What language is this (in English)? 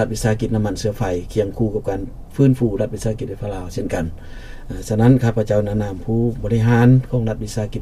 Lao